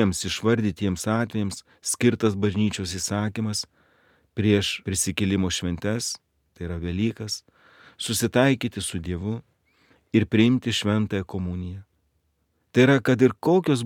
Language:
Lithuanian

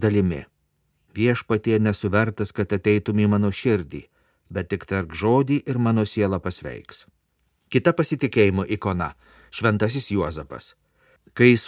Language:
Lithuanian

